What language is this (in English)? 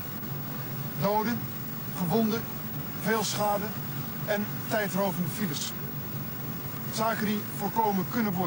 Dutch